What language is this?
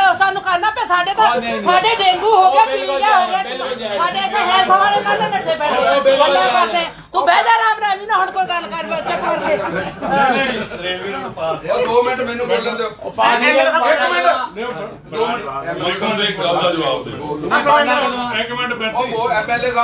Punjabi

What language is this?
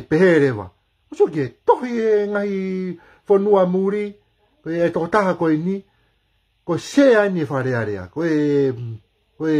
Tongan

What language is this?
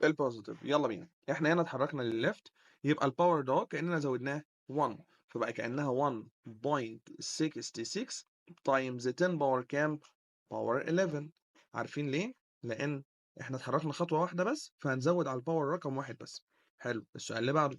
Egyptian Arabic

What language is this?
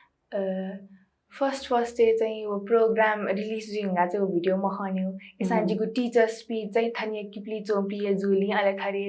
Newari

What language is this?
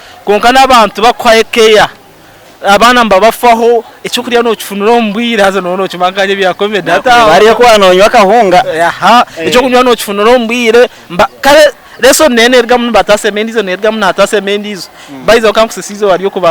Nyankole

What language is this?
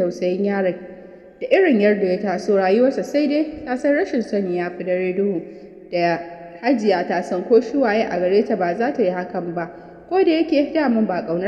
Hausa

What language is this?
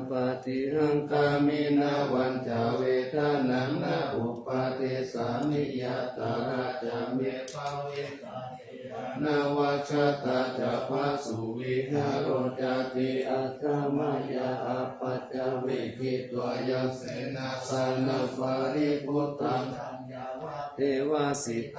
Pali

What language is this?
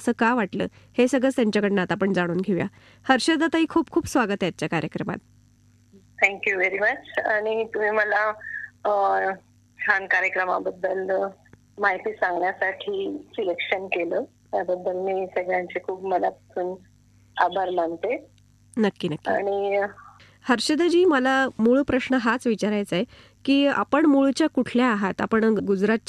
Marathi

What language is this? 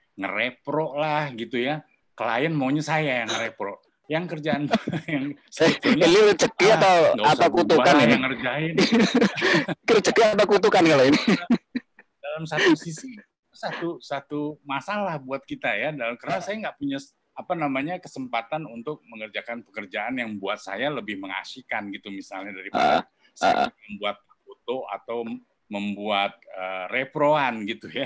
Indonesian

